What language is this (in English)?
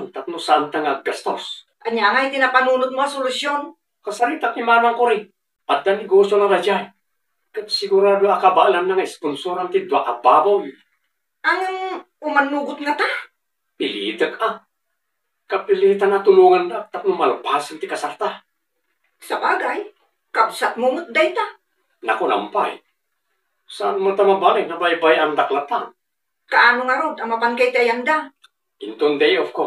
Iloko